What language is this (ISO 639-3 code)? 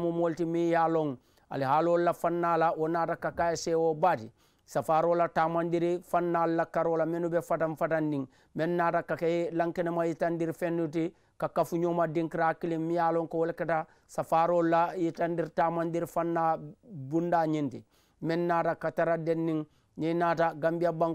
man